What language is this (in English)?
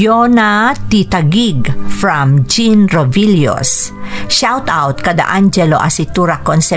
Iloko